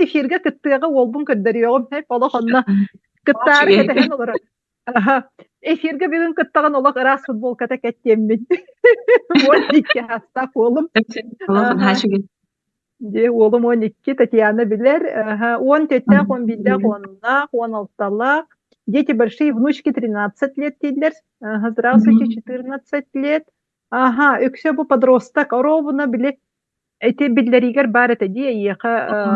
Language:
Yakut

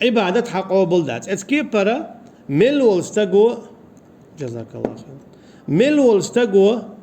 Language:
Chechen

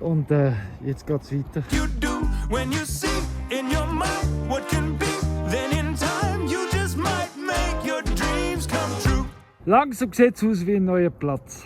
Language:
Swiss German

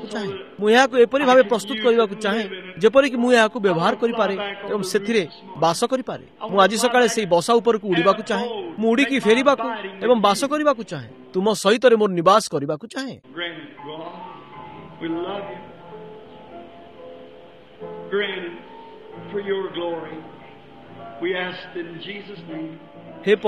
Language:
Odia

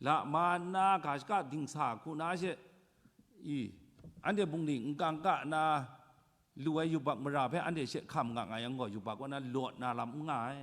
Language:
Kachin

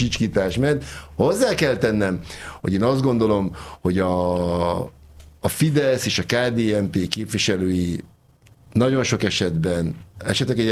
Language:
Hungarian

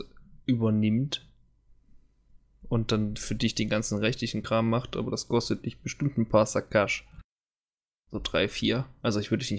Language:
German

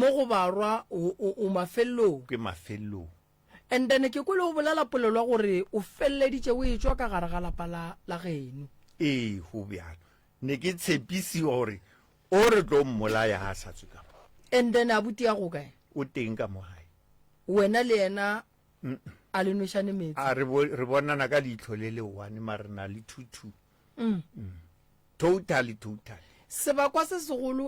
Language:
Northern Sotho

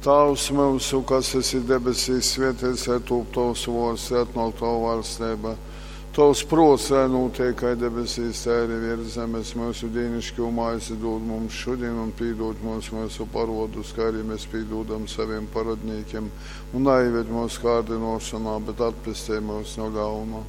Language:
Latgalian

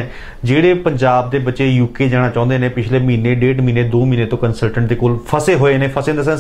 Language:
Punjabi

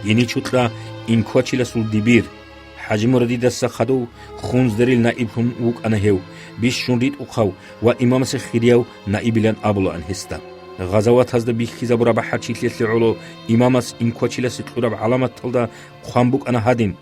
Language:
Avaric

